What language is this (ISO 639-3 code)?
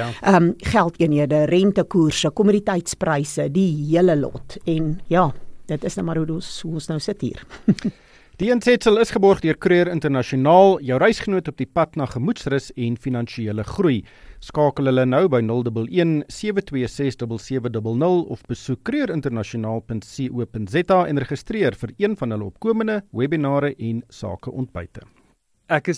afr